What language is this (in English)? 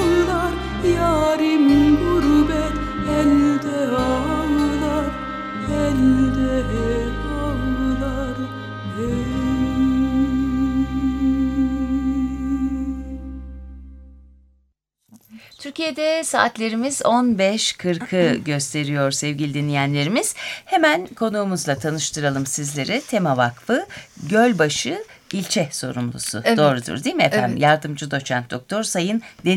Turkish